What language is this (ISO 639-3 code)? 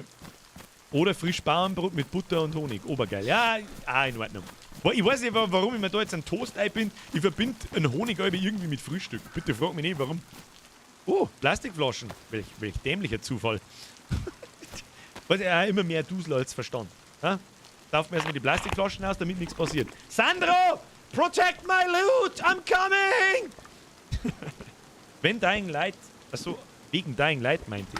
bar